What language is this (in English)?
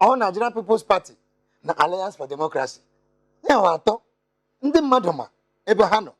Igbo